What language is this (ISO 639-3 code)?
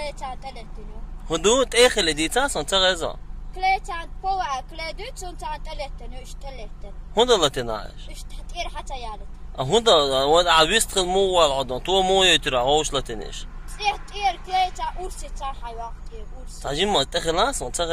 che